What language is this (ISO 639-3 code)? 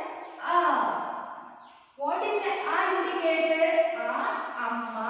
kan